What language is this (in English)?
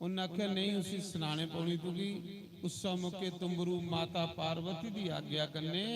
Dogri